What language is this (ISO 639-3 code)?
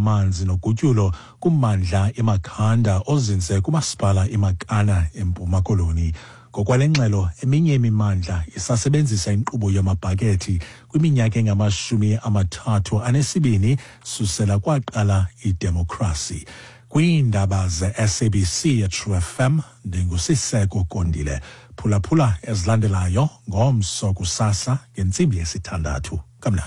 xho